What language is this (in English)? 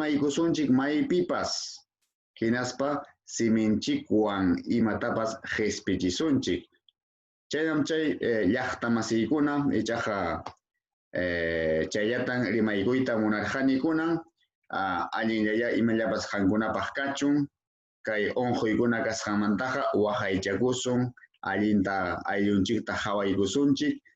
Ayacucho Quechua